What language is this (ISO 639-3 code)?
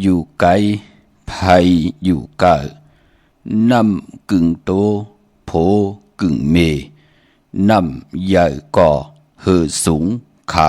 shn